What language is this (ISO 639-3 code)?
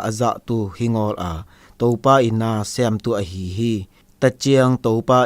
zom